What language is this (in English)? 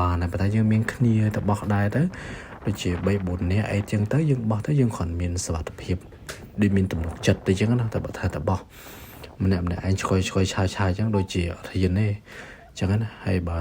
Khmer